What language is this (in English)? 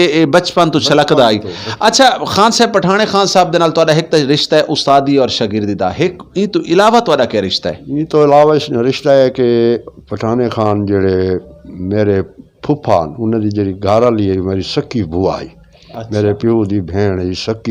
Western Panjabi